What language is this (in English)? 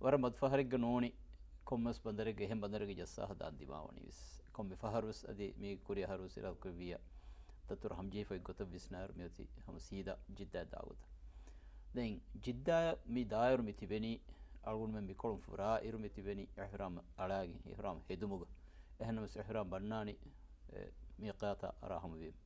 Divehi